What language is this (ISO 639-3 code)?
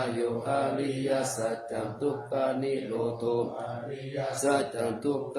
pli